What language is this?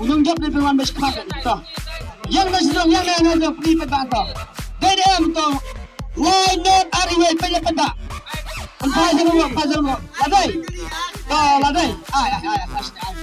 Khasi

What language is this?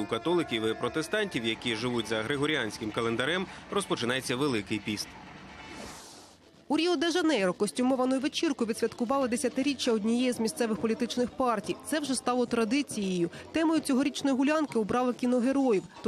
Ukrainian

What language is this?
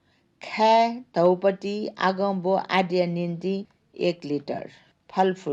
Newari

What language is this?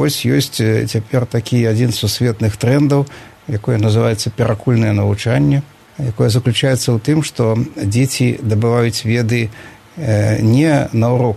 Belarusian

